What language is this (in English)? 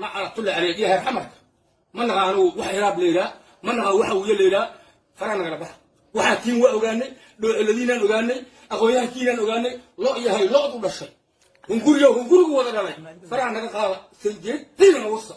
Somali